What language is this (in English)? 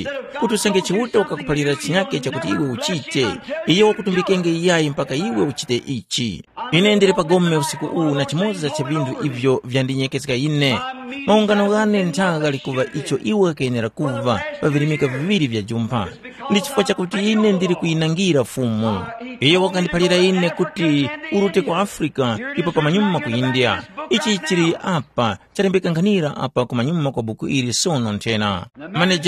Tumbuka